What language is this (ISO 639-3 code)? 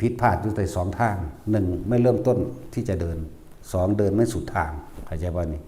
tts